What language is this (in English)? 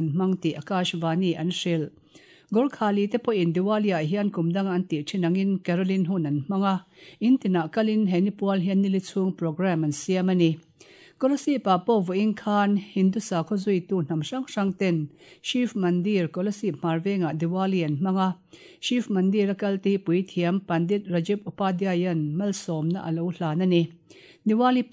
Mizo